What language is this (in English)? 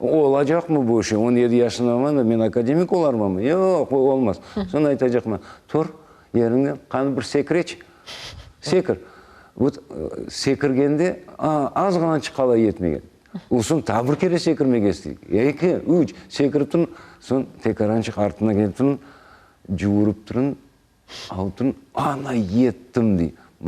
Crimean Tatar